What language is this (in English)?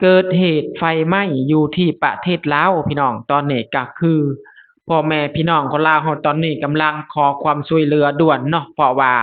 Lao